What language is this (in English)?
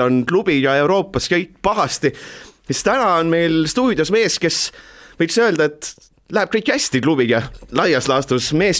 Estonian